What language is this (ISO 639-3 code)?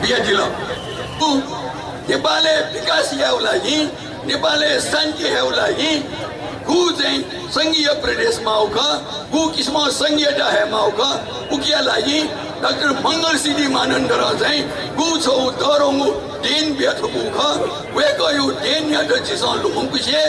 new